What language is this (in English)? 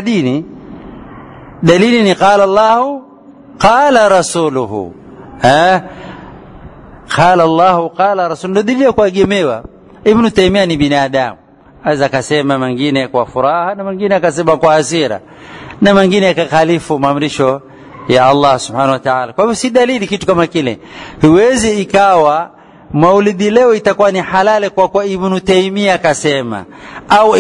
Swahili